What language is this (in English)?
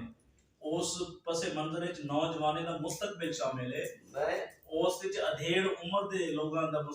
Saraiki